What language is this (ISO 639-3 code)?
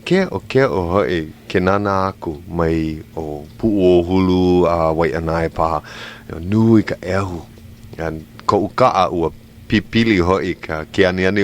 haw